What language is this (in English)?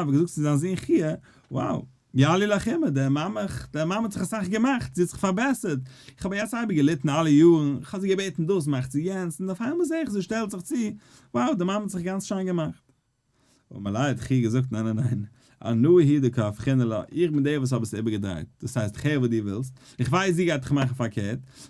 Yiddish